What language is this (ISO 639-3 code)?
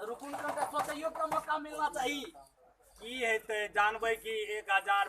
mai